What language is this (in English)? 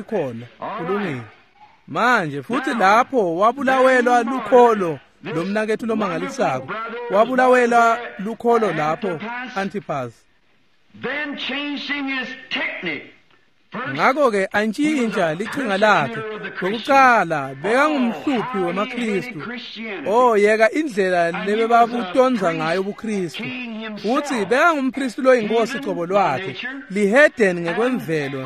Swati